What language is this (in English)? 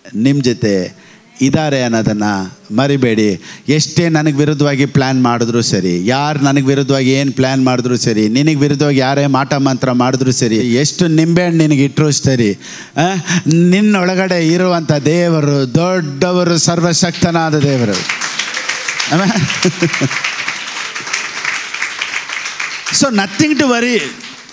Kannada